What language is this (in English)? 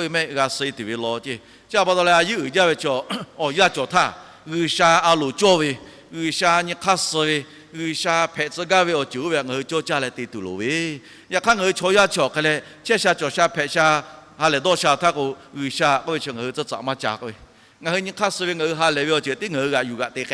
Lahu